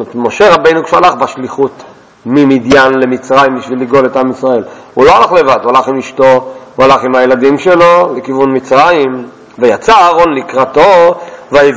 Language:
Hebrew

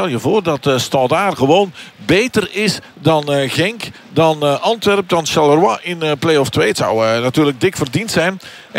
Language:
Dutch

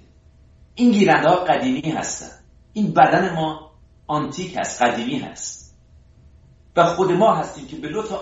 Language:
Persian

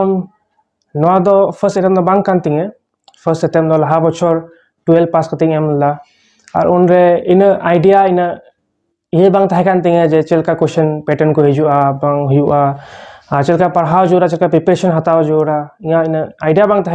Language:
Santali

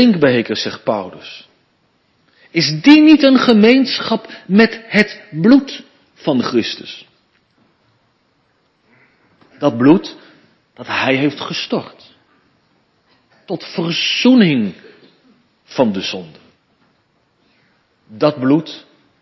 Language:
Dutch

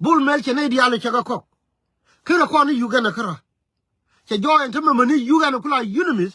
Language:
Nuer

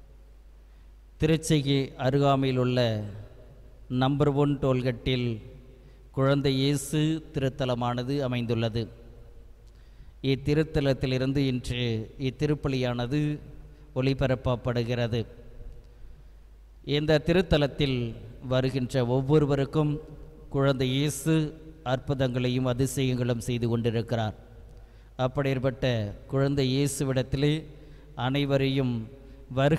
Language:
Tamil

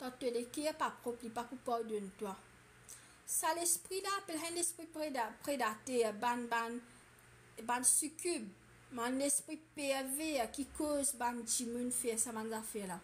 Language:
Morisyen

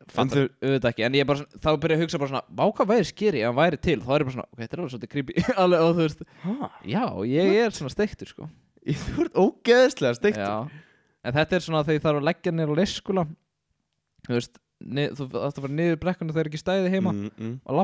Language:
Icelandic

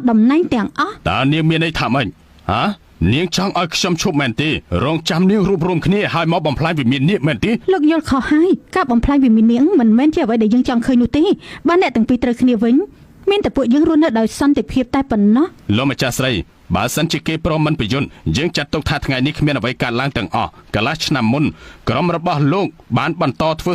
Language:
Khmer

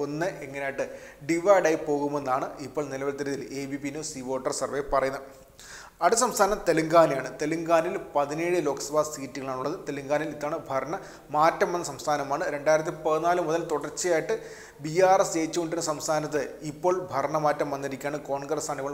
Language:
Malayalam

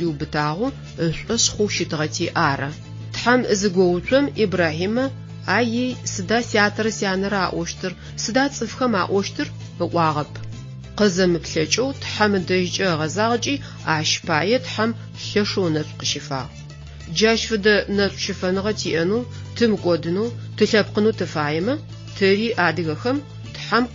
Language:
Adyghe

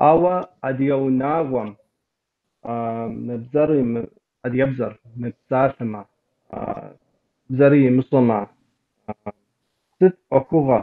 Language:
Kabardian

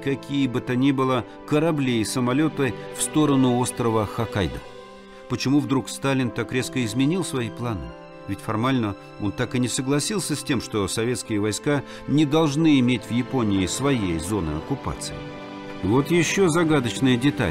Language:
Russian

